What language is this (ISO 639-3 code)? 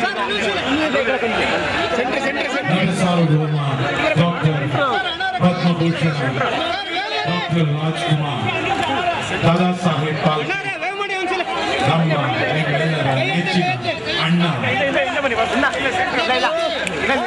kan